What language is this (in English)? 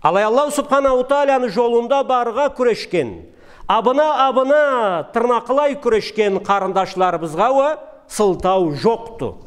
Karachay-Balkar